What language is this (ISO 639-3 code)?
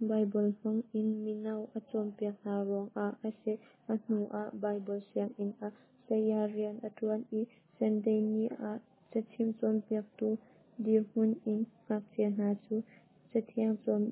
cnh